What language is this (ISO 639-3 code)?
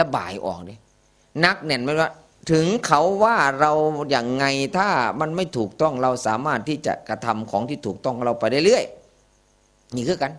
tts